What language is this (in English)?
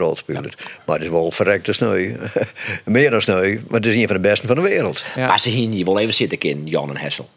Western Frisian